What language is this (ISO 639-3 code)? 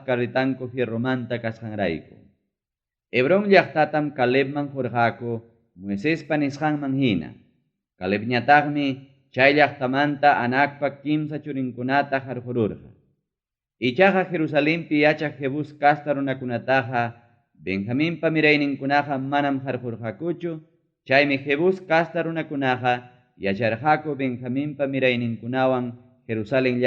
quy